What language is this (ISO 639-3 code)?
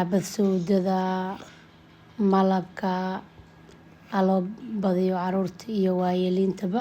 som